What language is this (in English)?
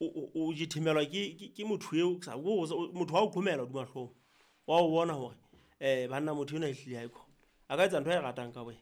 Southern Sotho